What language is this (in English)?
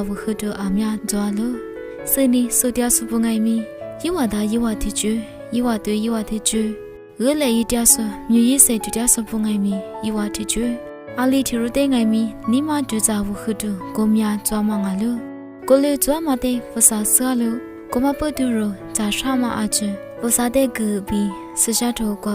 Lisu